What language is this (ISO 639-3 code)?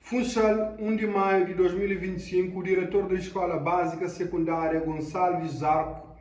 kea